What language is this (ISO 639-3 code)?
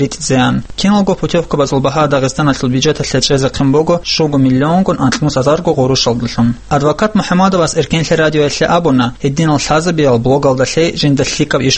ava